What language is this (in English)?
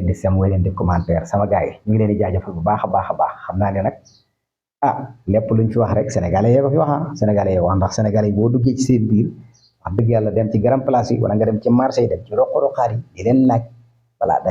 Wolof